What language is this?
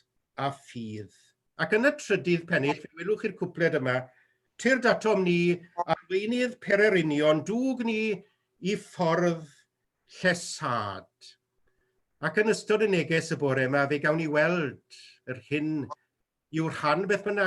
Welsh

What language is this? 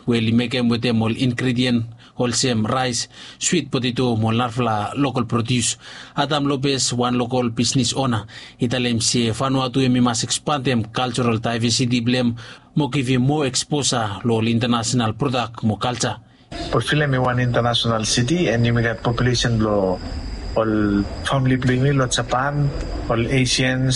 Bislama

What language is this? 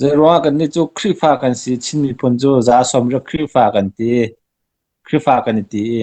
Hakha Chin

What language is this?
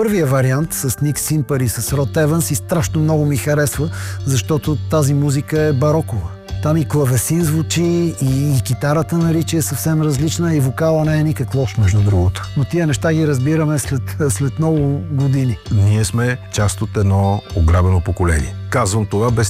Bulgarian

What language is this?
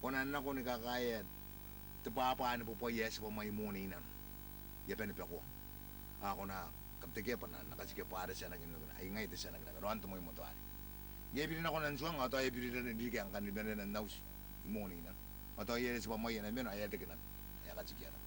Gilbertese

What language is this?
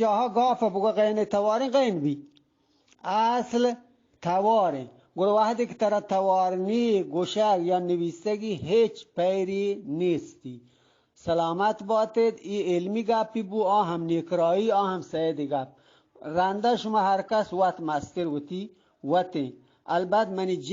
Eastern Balochi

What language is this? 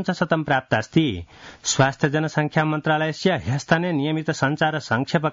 Sanskrit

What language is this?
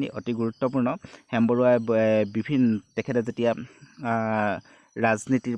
Assamese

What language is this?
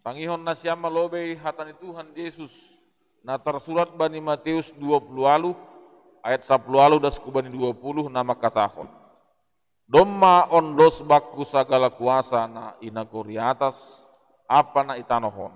Batak Simalungun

